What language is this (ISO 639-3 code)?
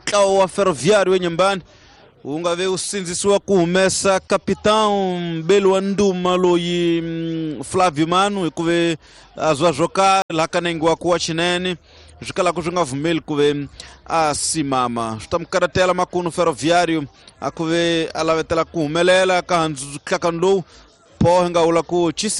tso